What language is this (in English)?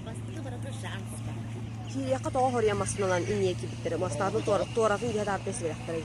Yakut